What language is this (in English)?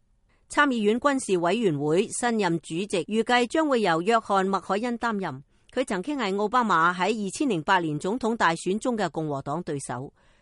Cantonese